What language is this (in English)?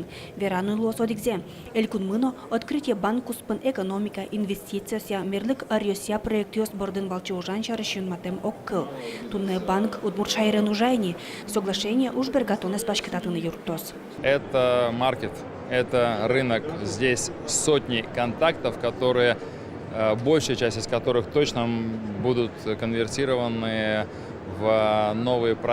Udmurt